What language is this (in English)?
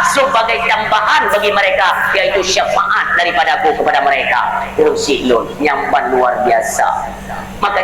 Achinese